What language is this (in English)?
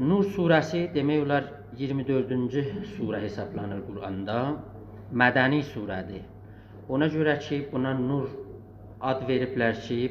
South Azerbaijani